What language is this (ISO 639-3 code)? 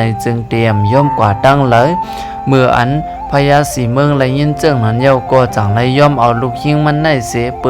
shn